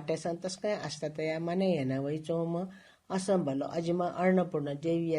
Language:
Newari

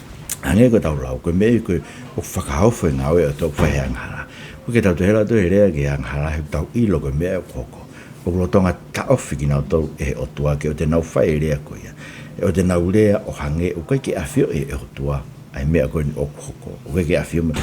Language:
Tongan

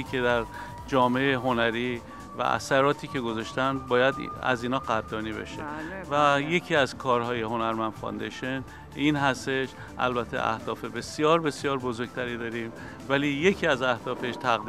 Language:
Persian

